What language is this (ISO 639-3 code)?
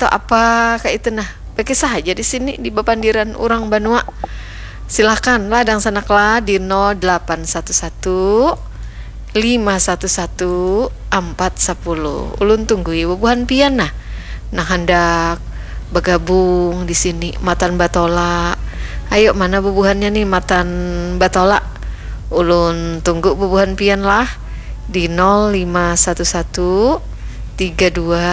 bjn